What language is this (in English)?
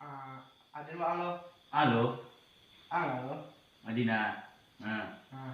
Minangkabau